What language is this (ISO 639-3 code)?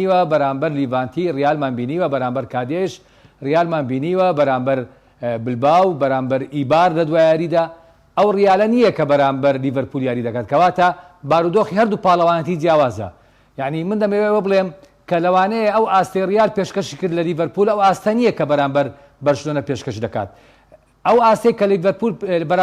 ckb